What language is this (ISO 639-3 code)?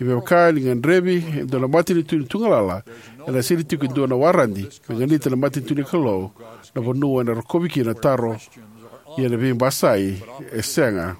fij